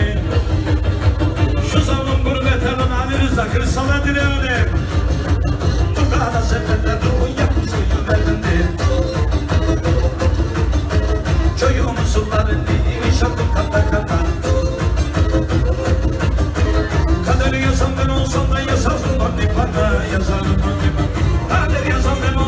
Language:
Turkish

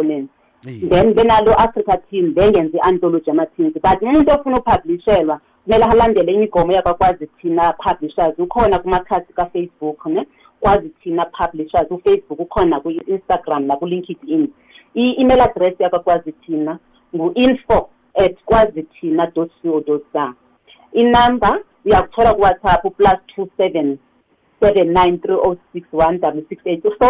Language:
South Ndebele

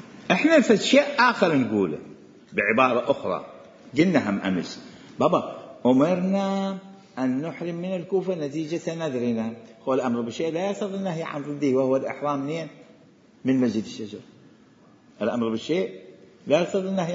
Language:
Arabic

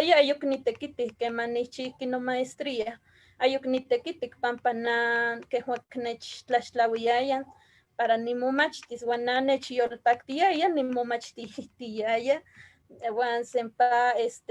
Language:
Eastern Huasteca Nahuatl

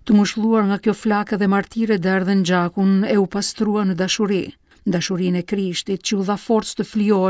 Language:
Albanian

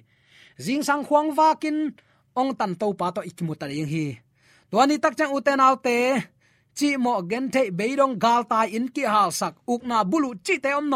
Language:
Tedim Chin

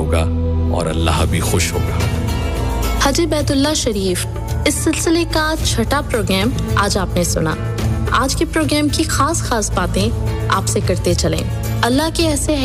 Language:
Urdu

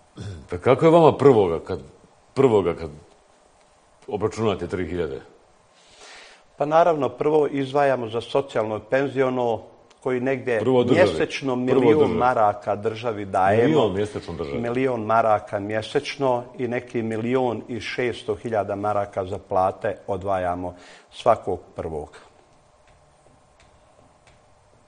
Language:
Bosnian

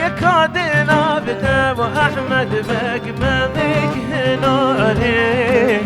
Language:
Kurdish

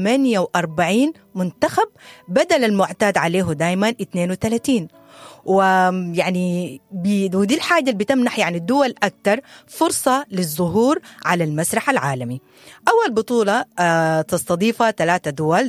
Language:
Sudanese Arabic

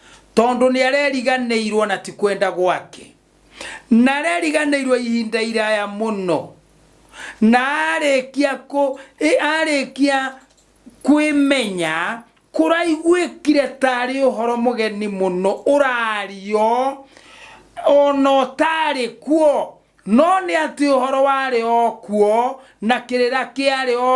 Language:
Kikuyu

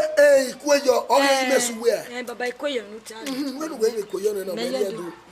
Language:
Bini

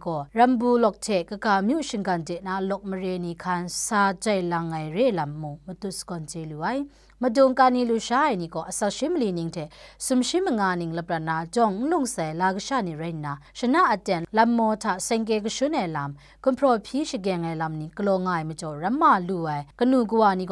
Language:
Kachin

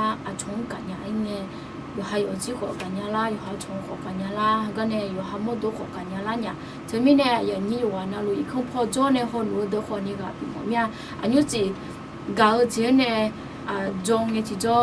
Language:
Akha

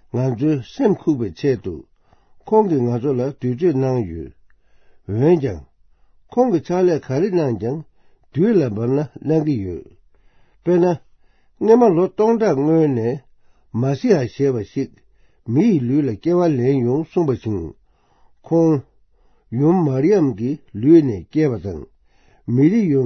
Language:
Tibetan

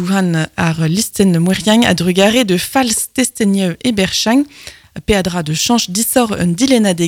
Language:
Breton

